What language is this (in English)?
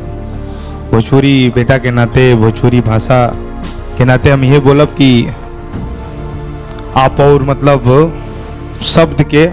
Bhojpuri